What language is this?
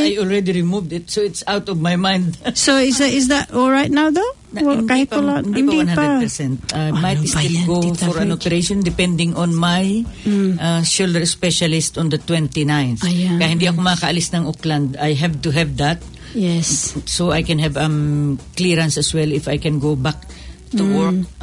Filipino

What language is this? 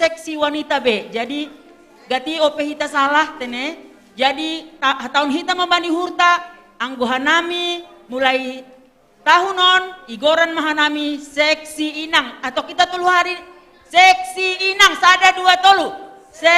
Batak Simalungun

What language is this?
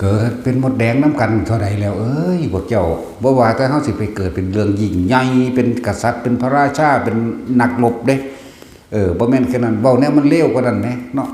Lao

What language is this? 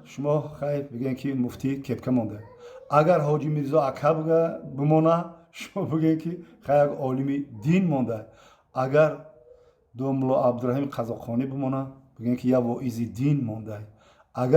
Tajik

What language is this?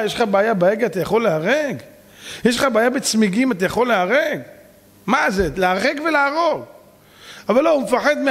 Hebrew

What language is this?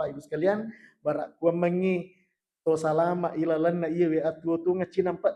Buginese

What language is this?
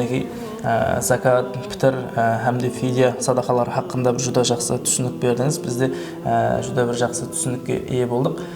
Kara-Kalpak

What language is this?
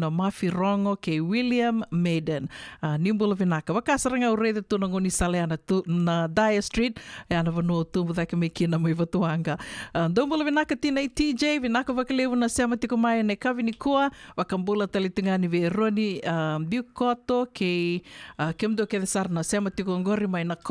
Fijian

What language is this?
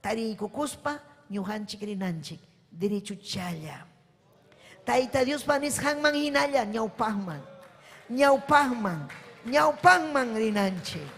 Ayacucho Quechua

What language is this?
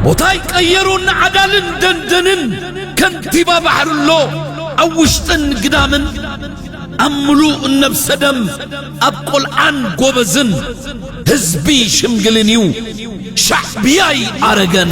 Tigrinya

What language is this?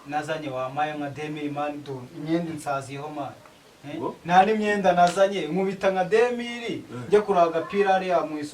Kinyarwanda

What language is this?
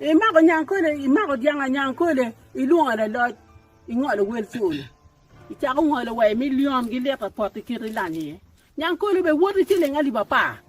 Acoli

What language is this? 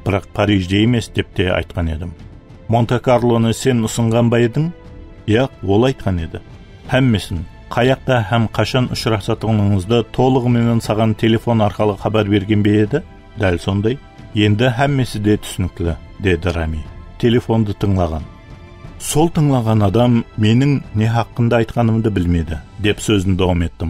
Kara-Kalpak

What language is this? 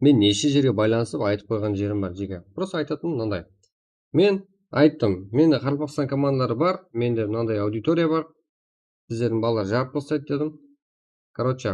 Kara-Kalpak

